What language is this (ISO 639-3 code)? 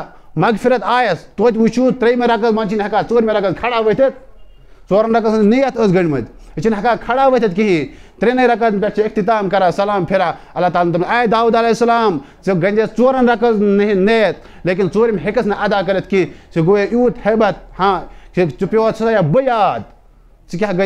kas